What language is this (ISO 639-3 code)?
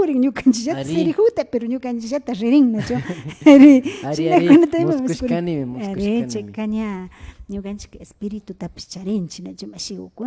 qvi